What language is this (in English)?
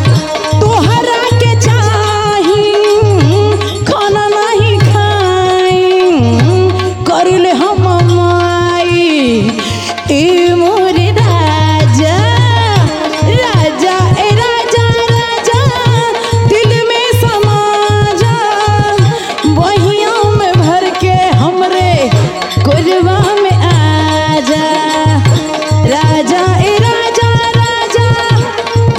Bhojpuri